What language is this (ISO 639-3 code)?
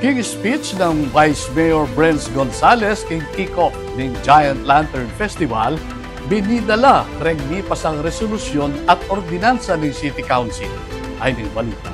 pam